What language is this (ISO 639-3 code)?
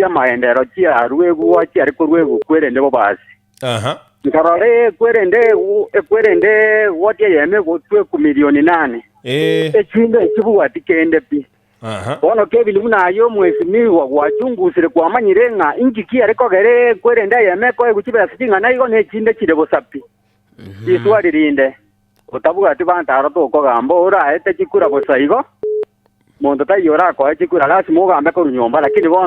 guz